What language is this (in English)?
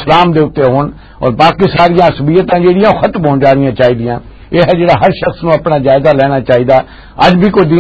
Western Panjabi